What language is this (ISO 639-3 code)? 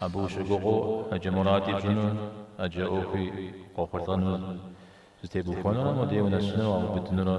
kbd